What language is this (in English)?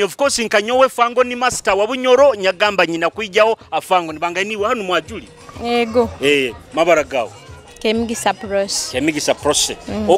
Nyoro